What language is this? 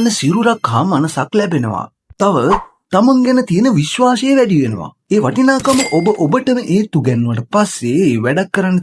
Sinhala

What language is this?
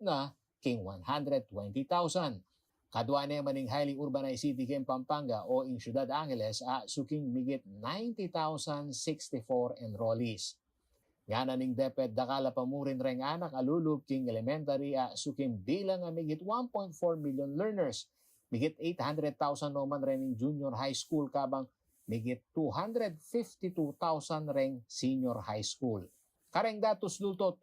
Pampanga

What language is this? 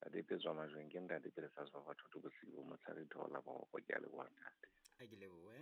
Southern Sotho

